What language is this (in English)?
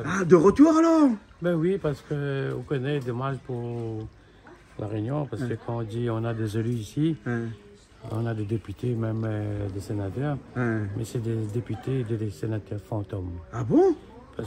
Réunion Creole French